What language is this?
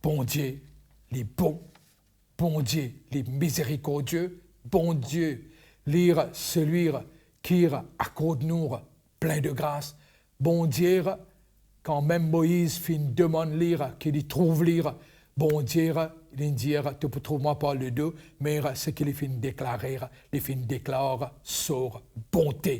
Morisyen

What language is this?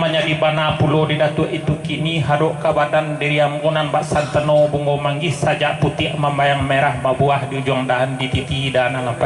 Minangkabau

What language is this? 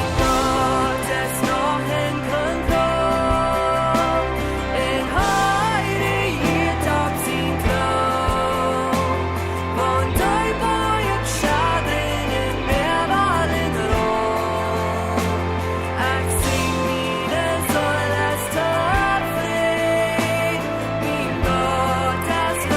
Plautdietsch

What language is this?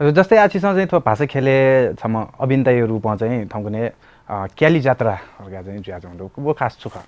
Newari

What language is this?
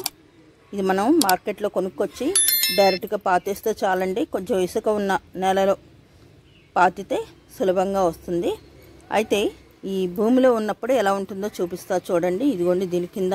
Telugu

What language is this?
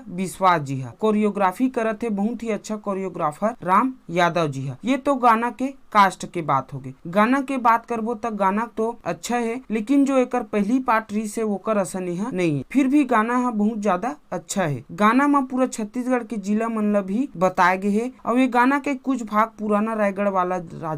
Chhattisgarhi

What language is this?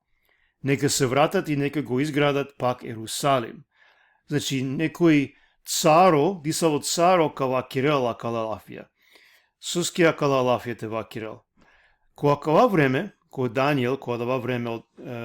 Balkan Romani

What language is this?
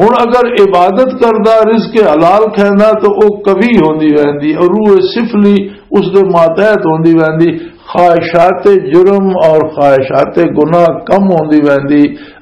Western Panjabi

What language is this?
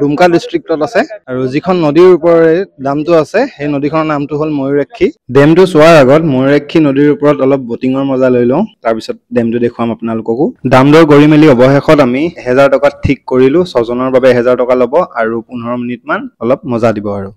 Assamese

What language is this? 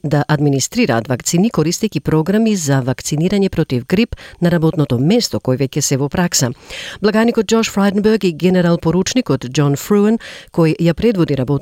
Macedonian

